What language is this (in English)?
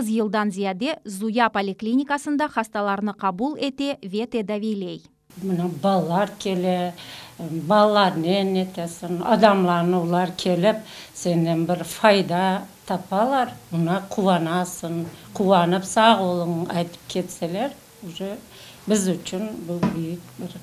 Crimean Tatar